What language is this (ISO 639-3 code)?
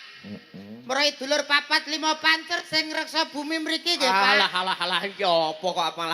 jav